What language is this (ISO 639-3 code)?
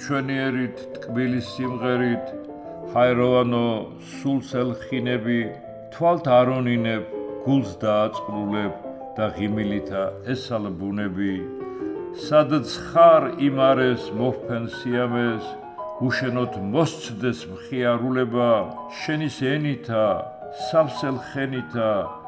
kat